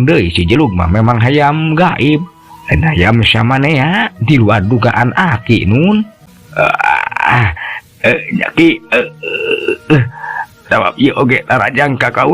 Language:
Sundanese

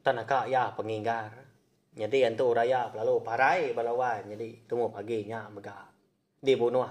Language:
Iban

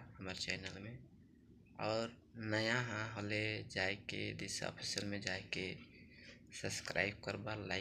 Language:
Sadri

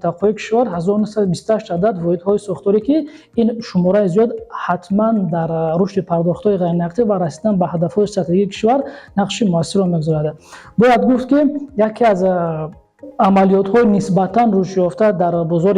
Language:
Tajik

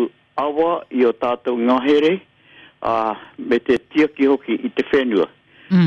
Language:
Māori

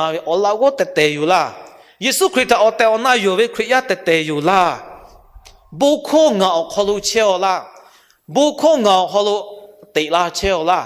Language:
Lahu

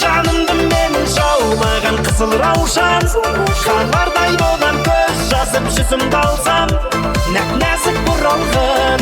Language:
Kara-Kalpak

